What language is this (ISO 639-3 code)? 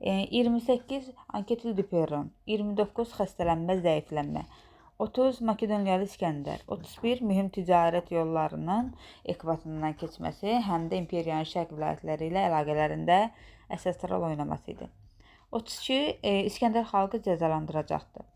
aze